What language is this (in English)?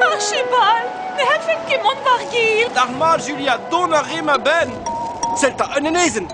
Breton